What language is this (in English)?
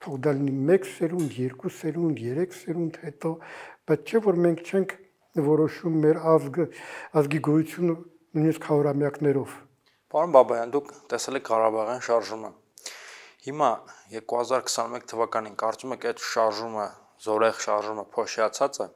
Armenian